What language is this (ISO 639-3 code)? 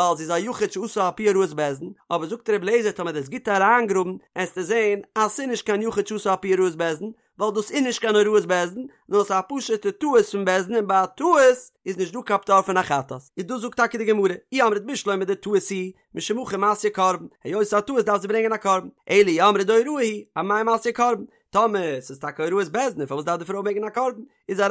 yid